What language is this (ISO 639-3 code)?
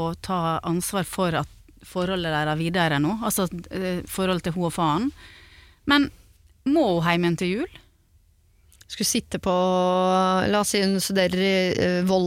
nor